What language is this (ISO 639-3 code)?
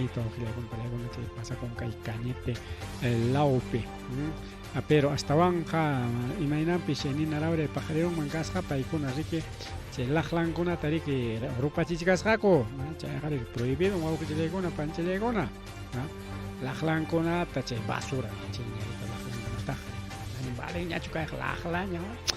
quy